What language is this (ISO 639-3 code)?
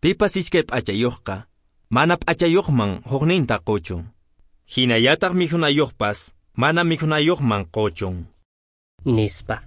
que